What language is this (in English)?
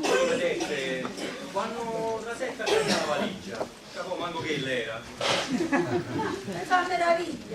Neapolitan